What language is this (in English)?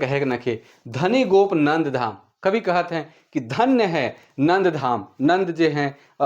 Sadri